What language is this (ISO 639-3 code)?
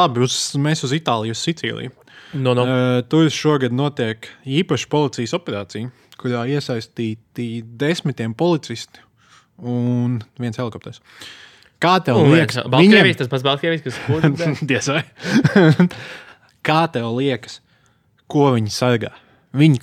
lav